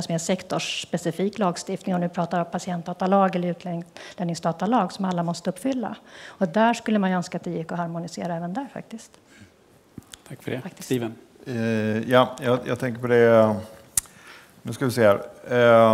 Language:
Swedish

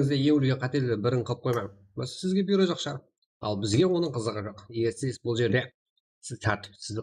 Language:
Kara-Kalpak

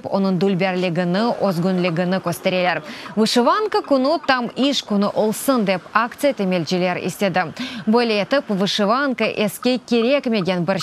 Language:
Crimean Tatar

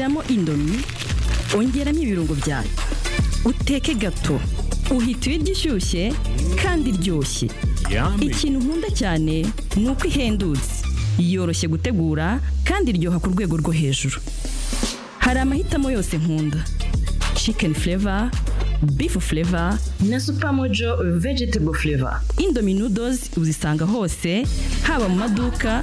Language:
Kinyarwanda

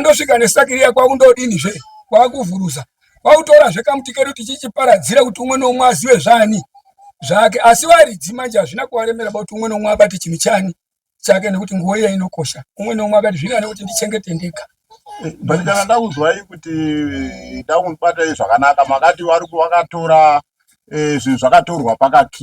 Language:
Shona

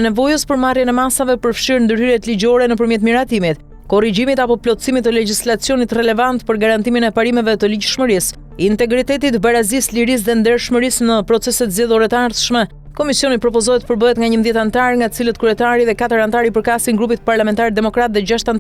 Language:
Albanian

